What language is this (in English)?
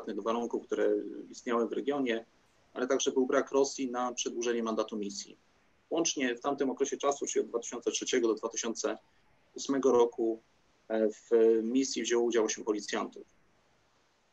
Polish